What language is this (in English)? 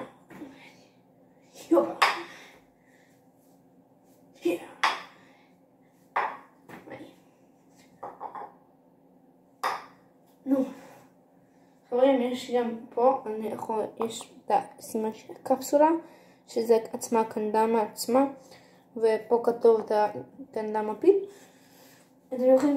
Hebrew